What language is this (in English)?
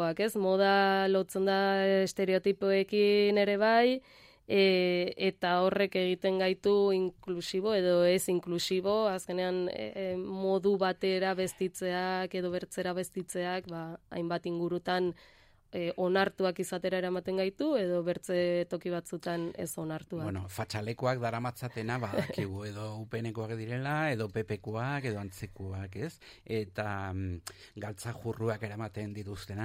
Basque